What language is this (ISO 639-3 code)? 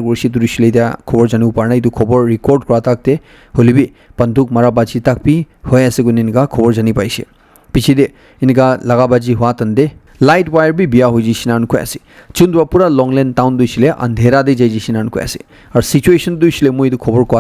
nag